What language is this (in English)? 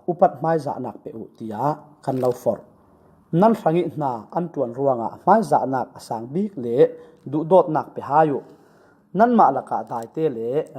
Falam Chin